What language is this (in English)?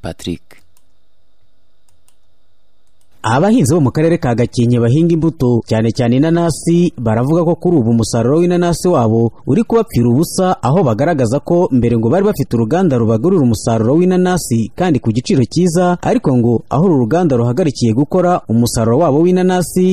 Kinyarwanda